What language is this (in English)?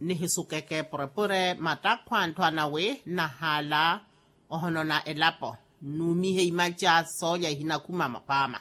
Makhuwa